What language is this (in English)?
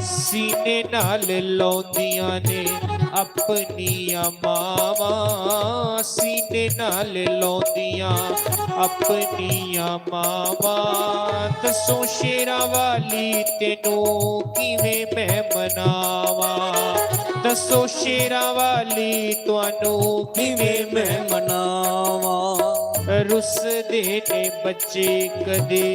Dogri